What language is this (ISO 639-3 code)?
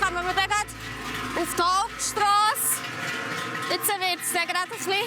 gsw